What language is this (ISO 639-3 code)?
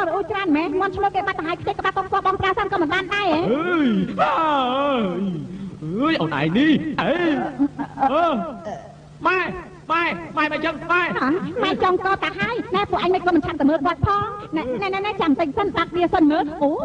khm